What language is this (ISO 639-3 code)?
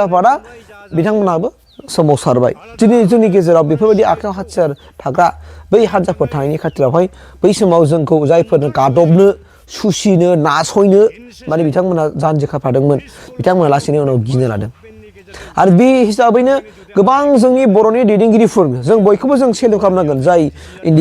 brx